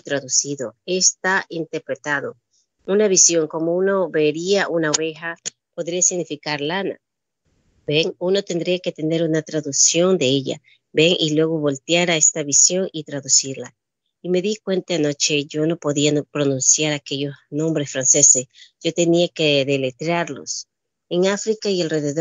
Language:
Spanish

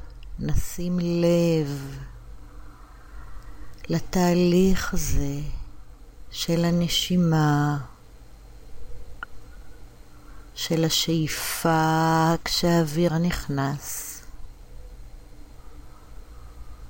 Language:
Hebrew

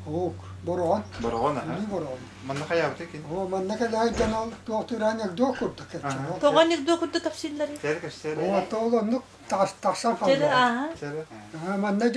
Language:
Yakut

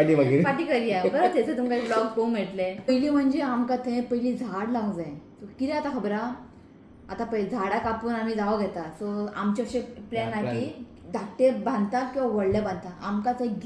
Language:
Konkani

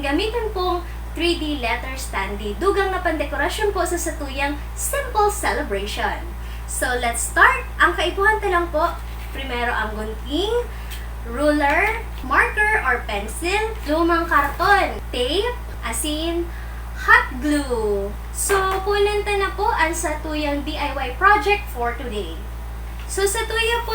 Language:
Bikol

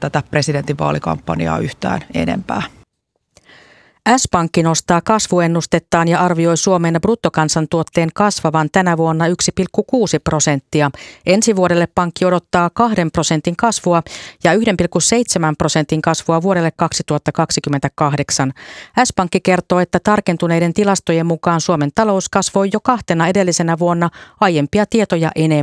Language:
Finnish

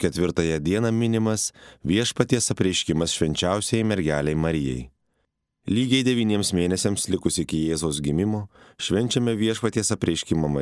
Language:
Lithuanian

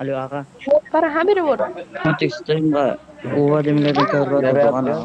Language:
Kara-Kalpak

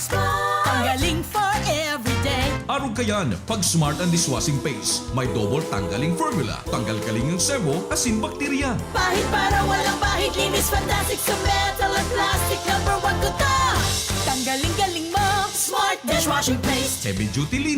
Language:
Bikol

